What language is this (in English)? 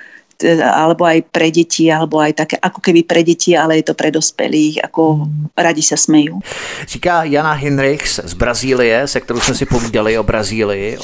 Slovak